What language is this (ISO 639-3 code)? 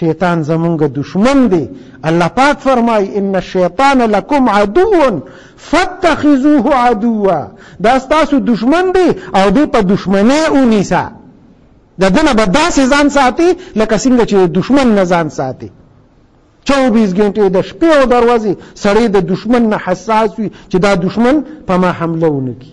pus